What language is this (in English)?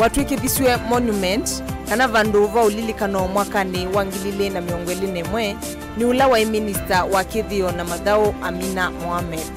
Kamba